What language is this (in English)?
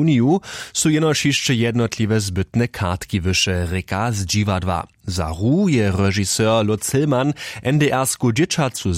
Upper Sorbian